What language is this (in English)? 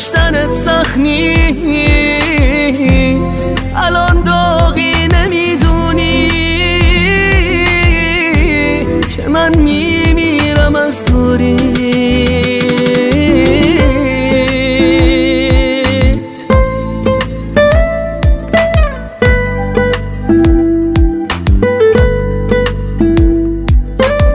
Persian